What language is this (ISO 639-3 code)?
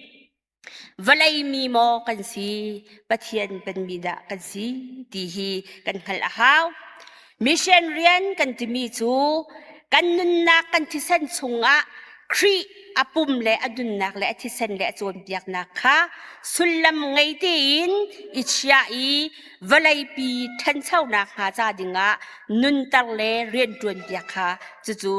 cnh